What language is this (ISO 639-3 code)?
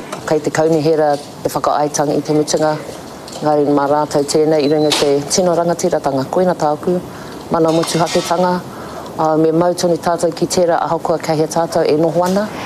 mri